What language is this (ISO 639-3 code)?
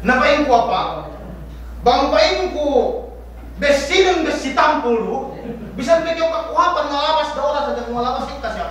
yka